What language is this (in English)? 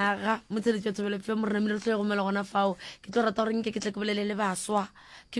Northern Sotho